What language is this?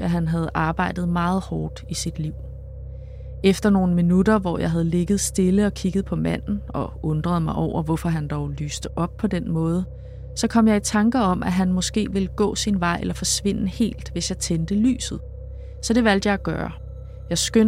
Danish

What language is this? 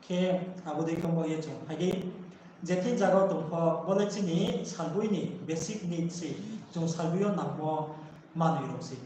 Riang (India)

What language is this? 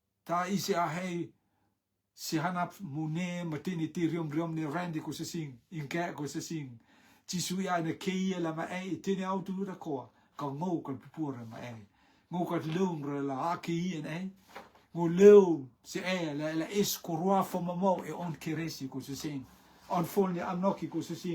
Rotuman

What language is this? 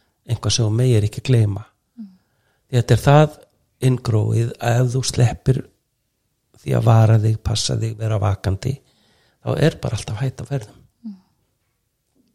Icelandic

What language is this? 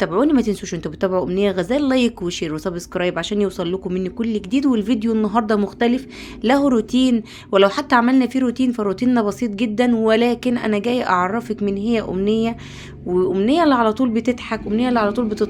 Egyptian Arabic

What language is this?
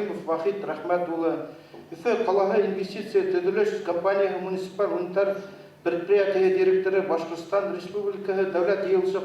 Bashkir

